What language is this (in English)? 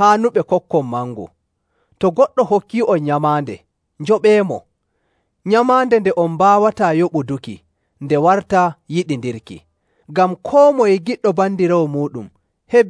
Nigerian Fulfulde